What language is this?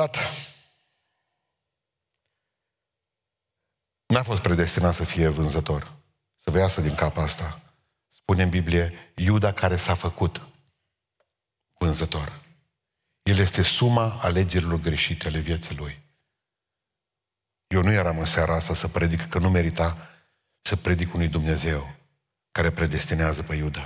Romanian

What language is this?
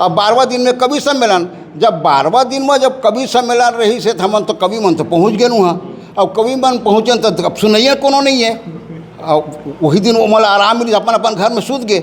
Chhattisgarhi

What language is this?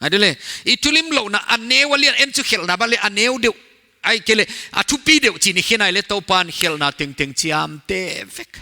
Paite Chin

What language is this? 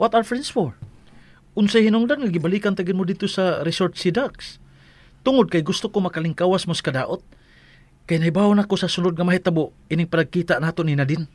Cebuano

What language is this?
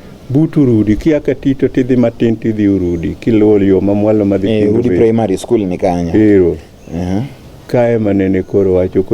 Luo (Kenya and Tanzania)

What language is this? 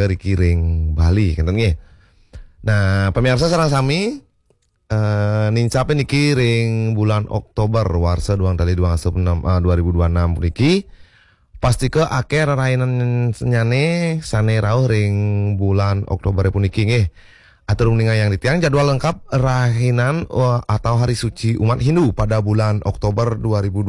Balinese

